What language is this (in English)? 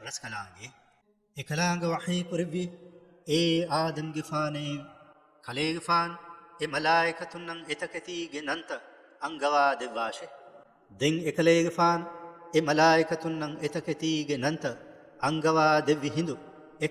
Divehi